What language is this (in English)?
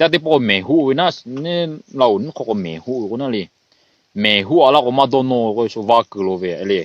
Lahu